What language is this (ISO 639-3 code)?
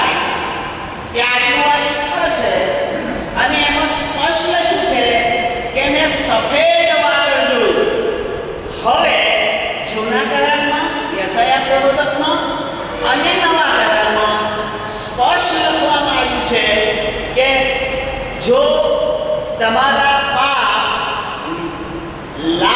guj